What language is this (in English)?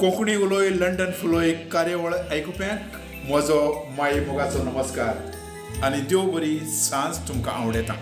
Konkani